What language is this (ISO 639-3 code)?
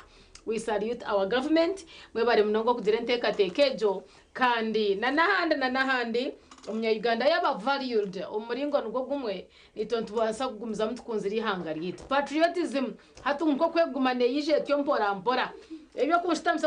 nyn